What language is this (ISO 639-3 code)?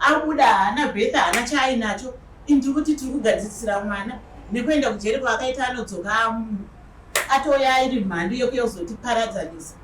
sna